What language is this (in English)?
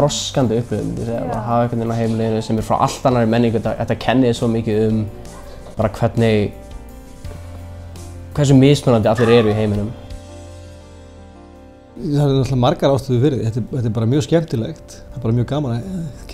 Icelandic